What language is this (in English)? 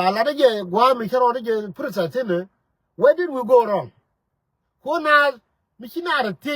Nuer